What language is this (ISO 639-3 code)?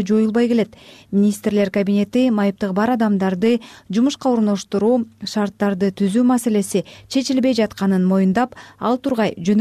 kir